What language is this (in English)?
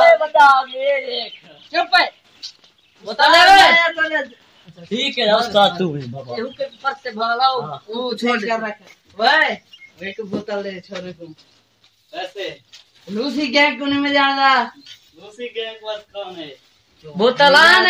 Saraiki